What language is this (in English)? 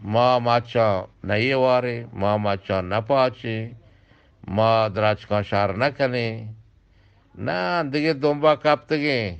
Eastern Balochi